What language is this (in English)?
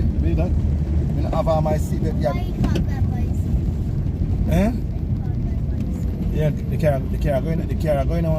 Jamaican Creole English